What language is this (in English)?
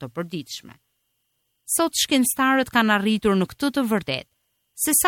Albanian